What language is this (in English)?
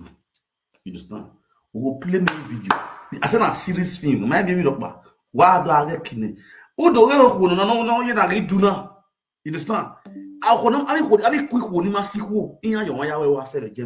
Nigerian Pidgin